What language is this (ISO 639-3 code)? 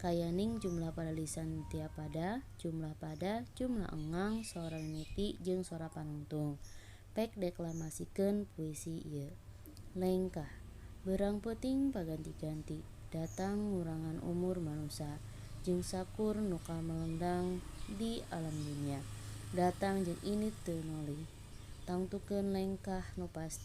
sun